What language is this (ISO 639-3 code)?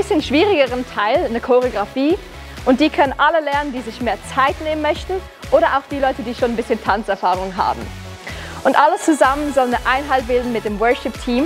gsw